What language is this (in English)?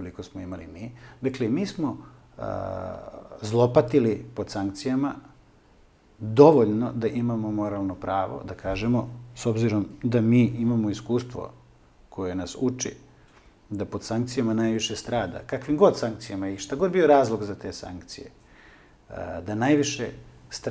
Serbian